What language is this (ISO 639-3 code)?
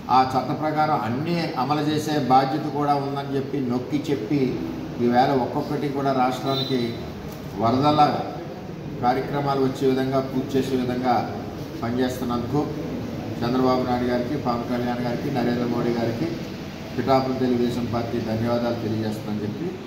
tel